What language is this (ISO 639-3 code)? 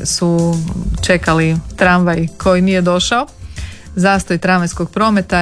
hrv